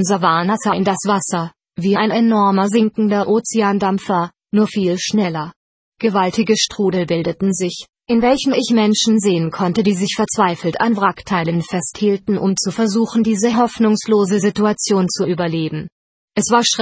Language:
German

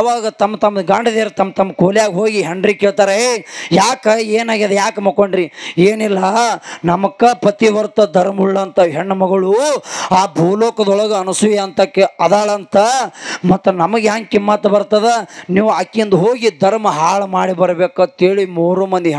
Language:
Kannada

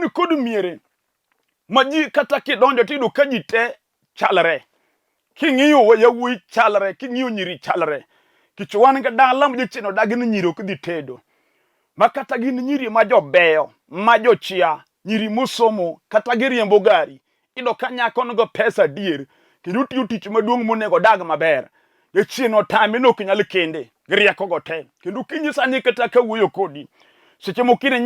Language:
Luo (Kenya and Tanzania)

